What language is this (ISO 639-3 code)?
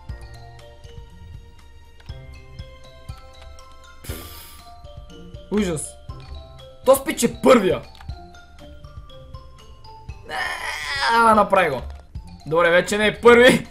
bul